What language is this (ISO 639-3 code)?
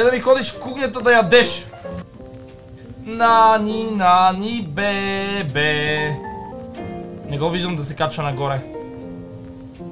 bul